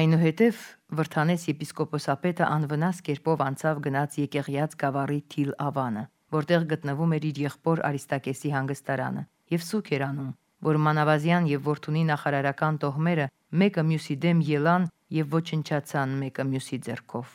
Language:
Armenian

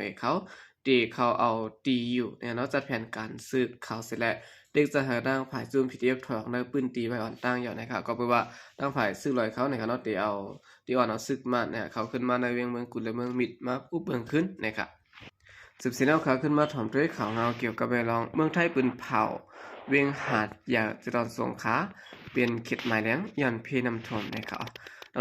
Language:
Shan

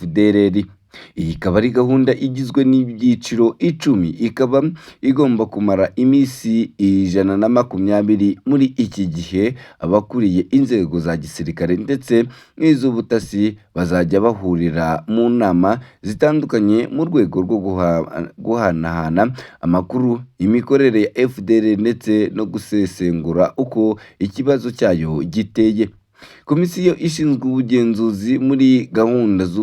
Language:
Kinyarwanda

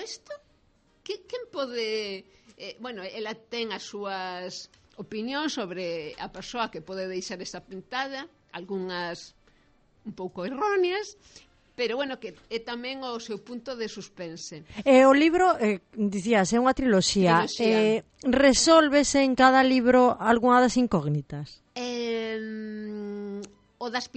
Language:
Galician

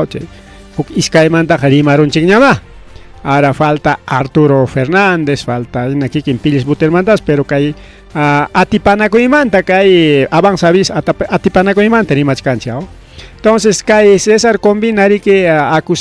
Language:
Ayacucho Quechua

